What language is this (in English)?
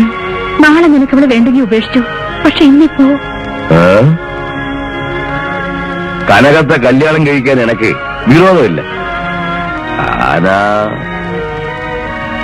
Malayalam